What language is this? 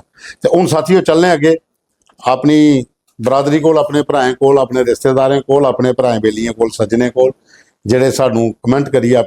Dogri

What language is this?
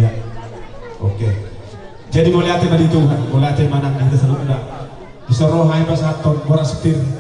Batak Toba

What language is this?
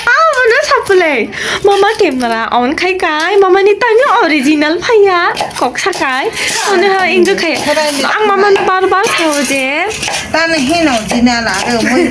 Kok Borok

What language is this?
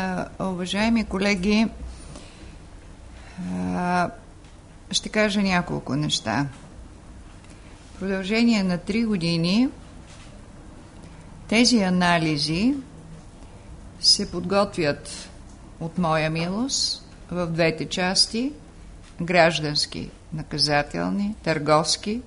Bulgarian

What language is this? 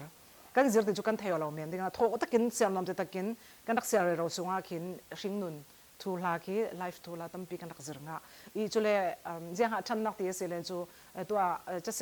Falam Chin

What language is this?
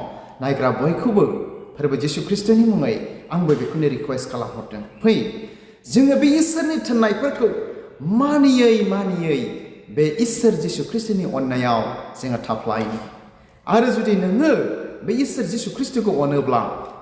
Bodo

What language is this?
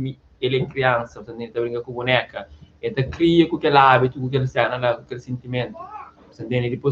Kabuverdianu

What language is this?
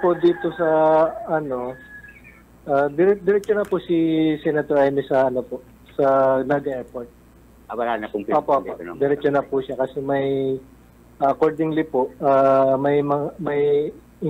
Bikol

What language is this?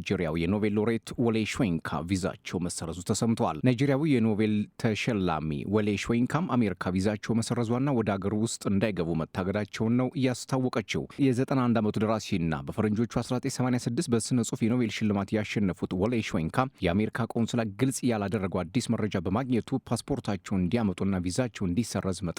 Amharic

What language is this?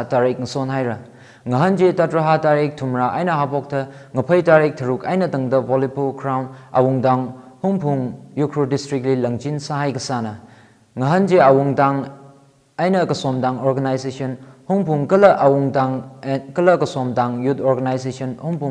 Tangkhul Naga (India)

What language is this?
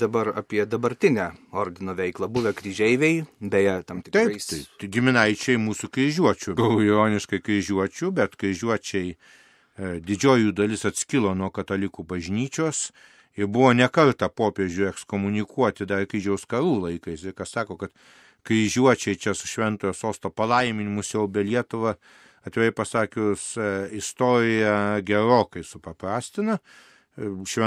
Lithuanian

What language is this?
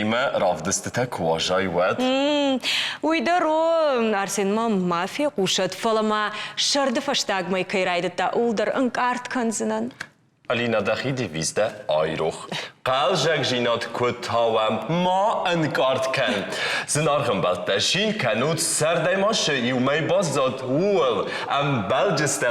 Ossetic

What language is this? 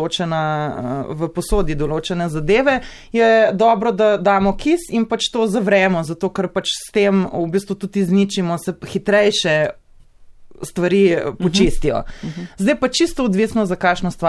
Slovenian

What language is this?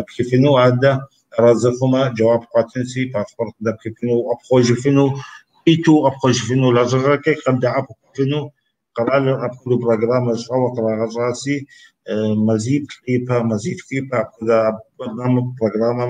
Kabardian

